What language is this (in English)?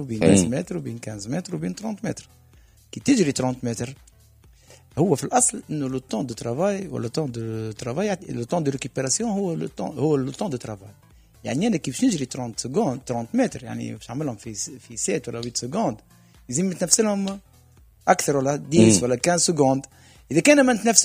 Tunisian Arabic